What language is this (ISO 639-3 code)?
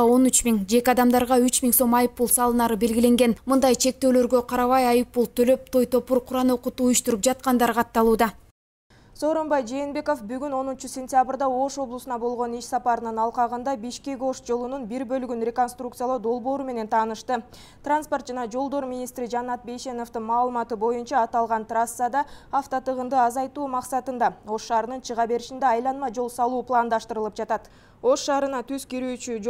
kir